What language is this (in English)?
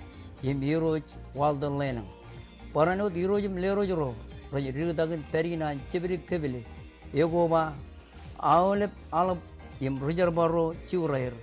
Marshallese